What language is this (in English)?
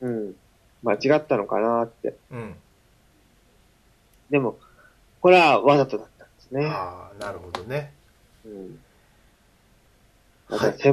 Japanese